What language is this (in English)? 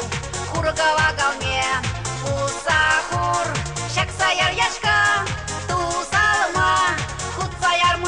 Chuvash